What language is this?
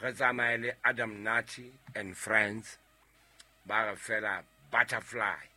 Southern Sotho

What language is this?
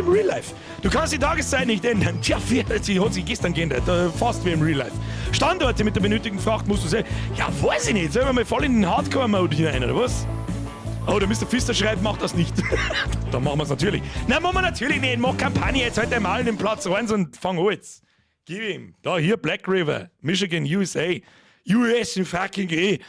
Bavarian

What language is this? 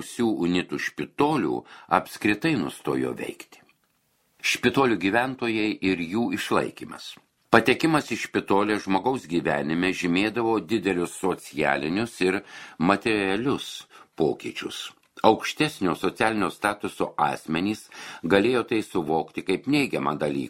Lithuanian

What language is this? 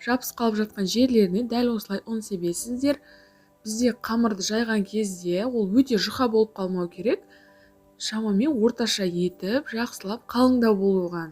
Kazakh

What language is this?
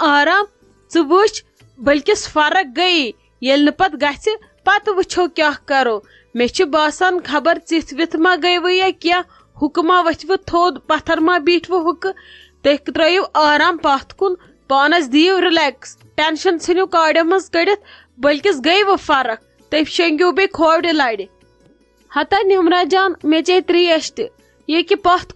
Kashmiri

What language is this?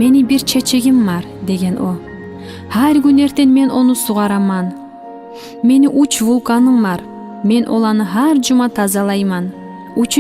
Kumyk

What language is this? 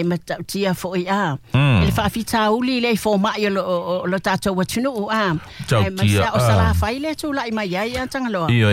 Samoan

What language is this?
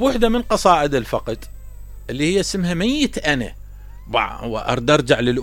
Mesopotamian Arabic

